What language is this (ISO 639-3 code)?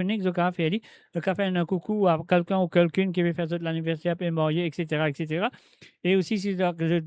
mfe